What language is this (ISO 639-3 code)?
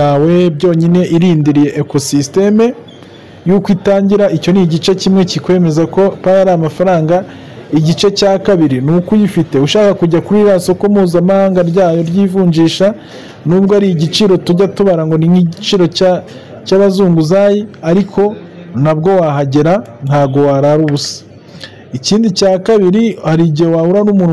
kin